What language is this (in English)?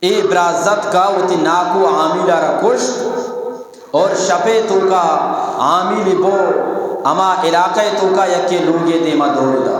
Eastern Balochi